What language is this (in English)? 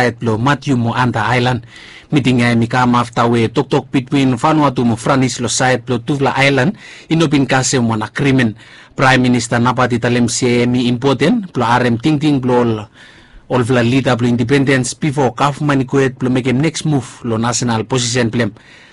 Bislama